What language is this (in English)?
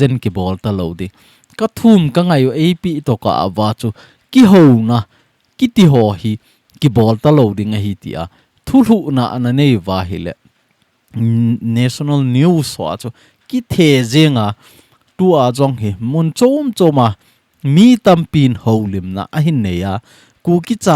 Thado Chin